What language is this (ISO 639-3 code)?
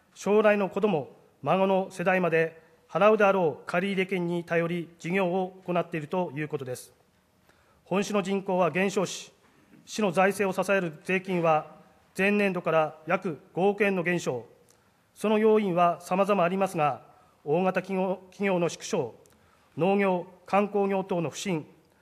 jpn